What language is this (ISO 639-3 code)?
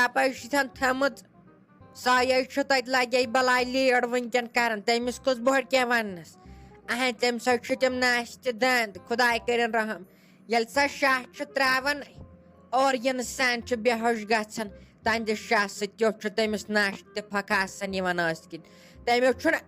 kas